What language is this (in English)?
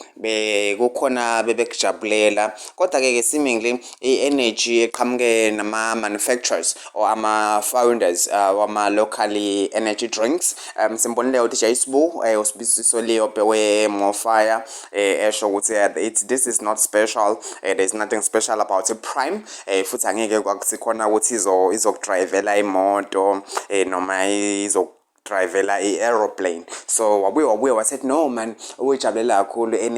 Zulu